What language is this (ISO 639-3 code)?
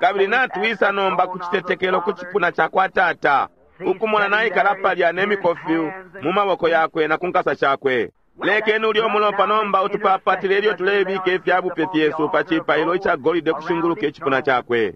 bem